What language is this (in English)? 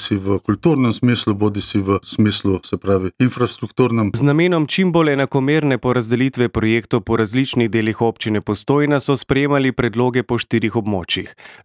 Slovenian